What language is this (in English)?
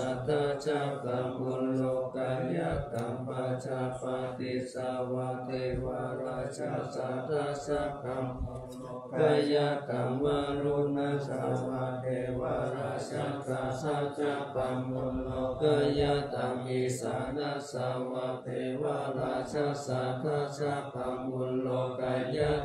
Pali